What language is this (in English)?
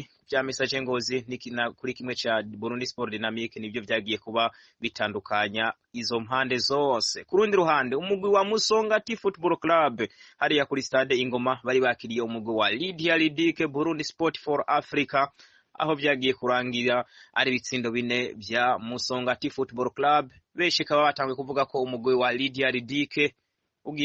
Rundi